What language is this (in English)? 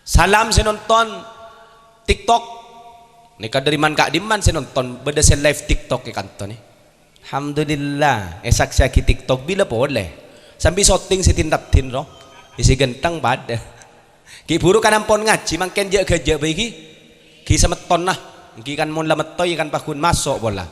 Madurese